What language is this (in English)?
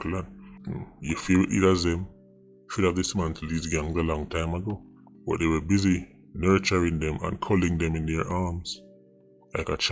Jamaican Creole English